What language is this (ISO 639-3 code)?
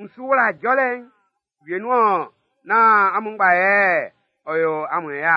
bci